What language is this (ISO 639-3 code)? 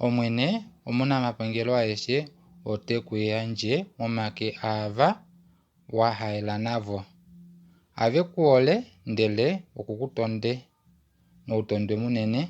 kua